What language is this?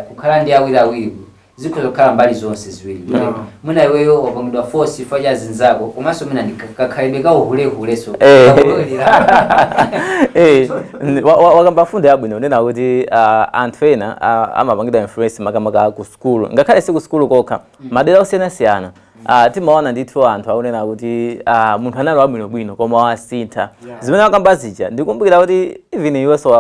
Nyanja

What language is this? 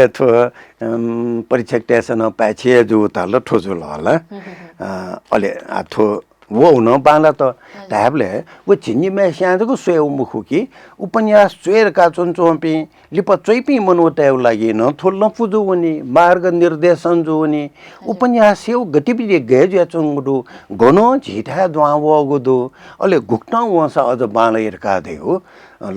Newari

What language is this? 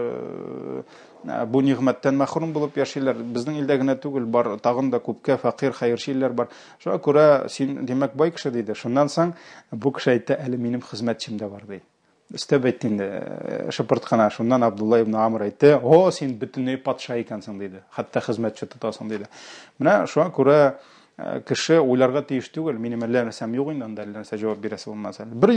Tatar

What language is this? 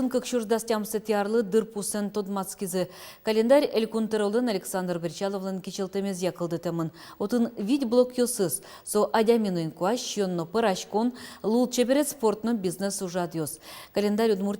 Udmurt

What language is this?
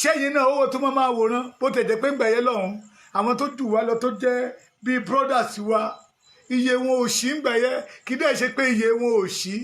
Yoruba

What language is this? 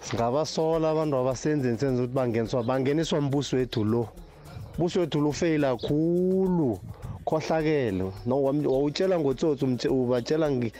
South Ndebele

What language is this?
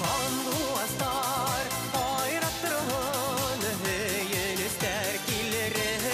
Bashkir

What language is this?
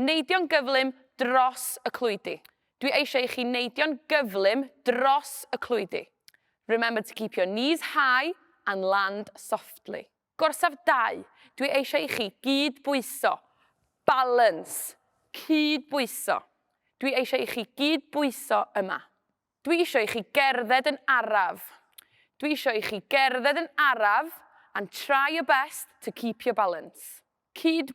Welsh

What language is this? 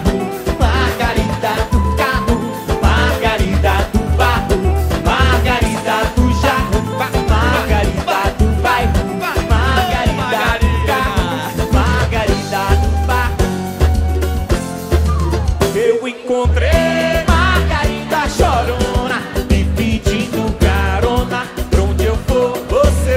Portuguese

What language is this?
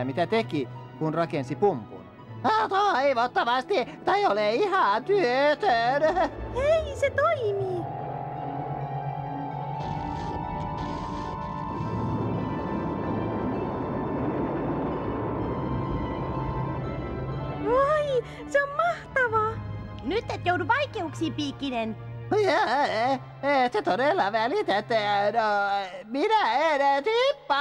Finnish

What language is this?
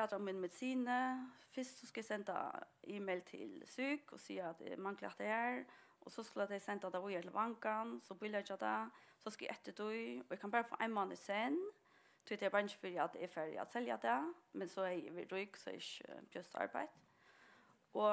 Faroese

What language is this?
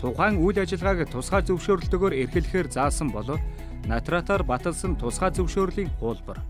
Mongolian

